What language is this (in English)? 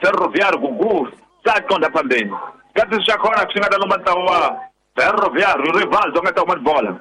Tsonga